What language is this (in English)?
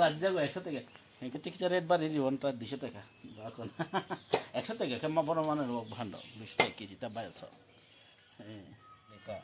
Kok Borok